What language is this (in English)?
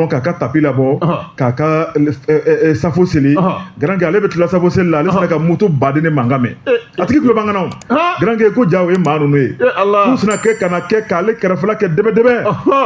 Bambara